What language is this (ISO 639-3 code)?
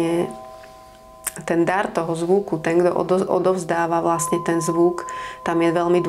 slk